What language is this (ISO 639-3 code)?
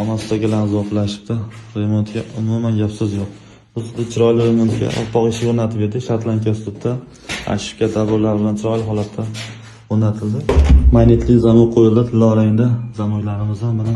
uzb